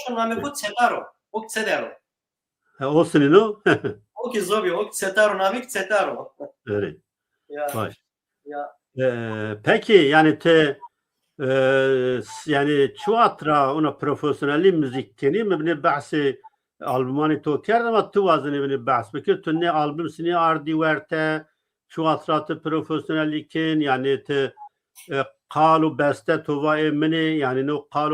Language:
Zaza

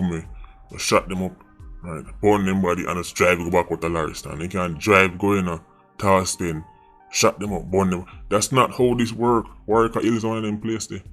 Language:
Jamaican Creole English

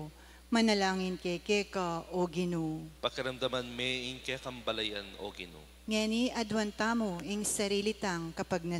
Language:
Pampanga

